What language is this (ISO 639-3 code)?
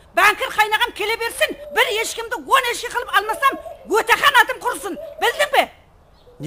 kaa